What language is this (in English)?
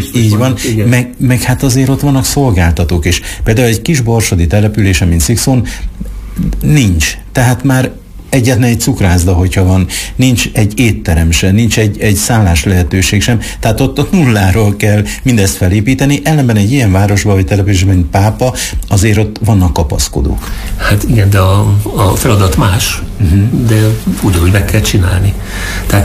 Hungarian